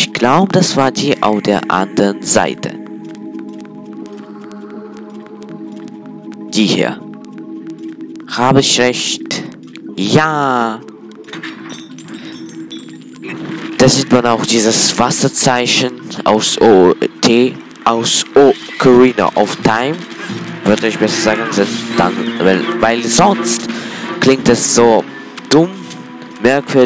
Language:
German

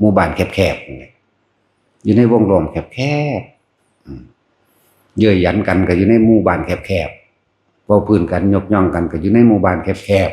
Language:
Lao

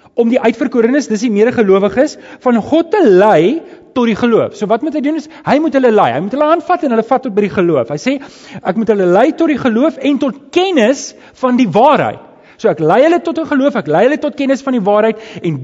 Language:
Afrikaans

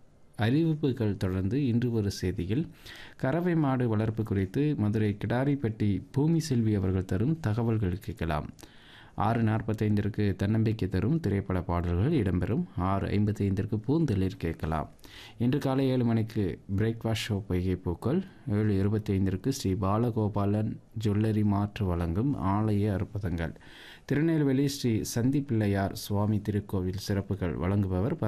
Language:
Tamil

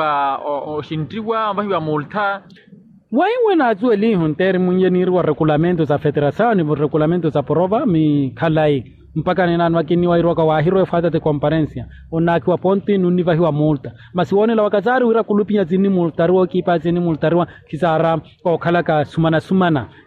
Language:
Makhuwa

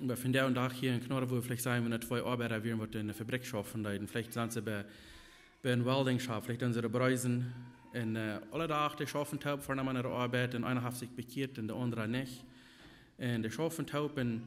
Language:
Plautdietsch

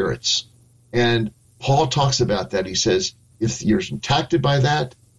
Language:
English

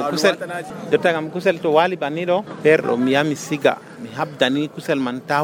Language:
Nigerian Fulfulde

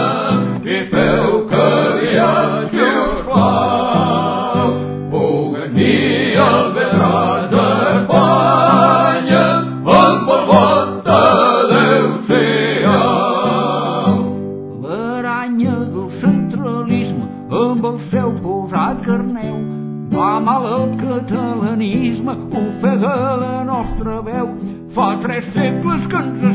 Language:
Catalan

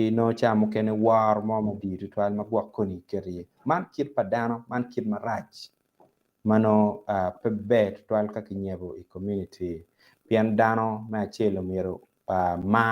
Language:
Acoli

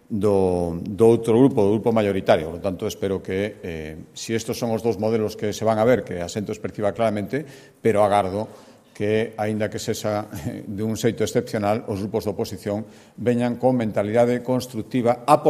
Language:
Galician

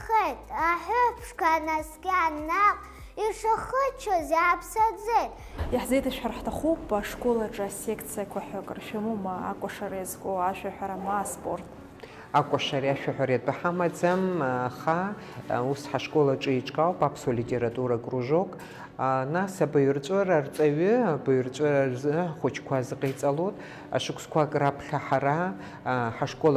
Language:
Abkhazian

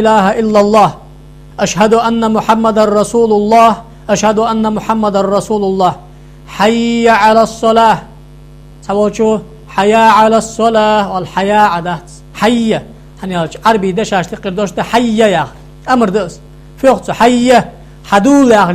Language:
Ingush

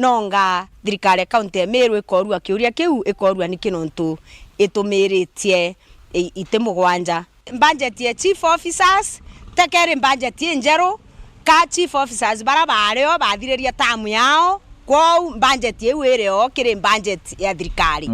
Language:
Meru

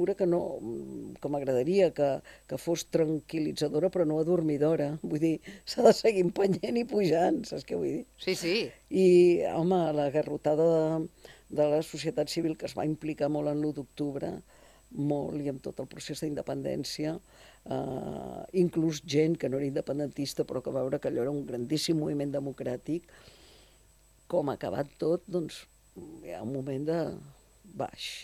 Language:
Catalan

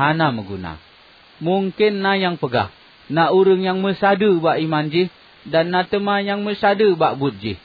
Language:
Achinese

